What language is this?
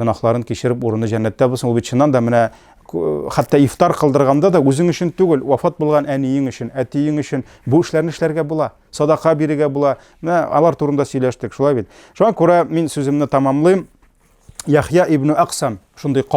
Tatar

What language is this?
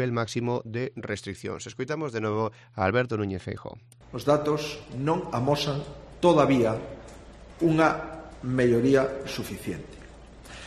Galician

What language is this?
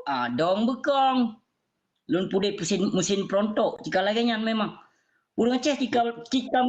Achinese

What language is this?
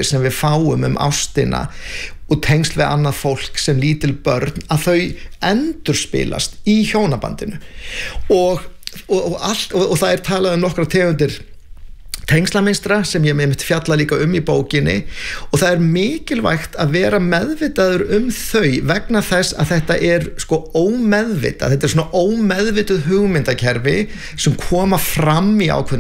Icelandic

